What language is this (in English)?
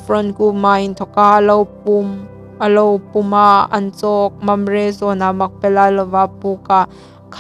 Hmar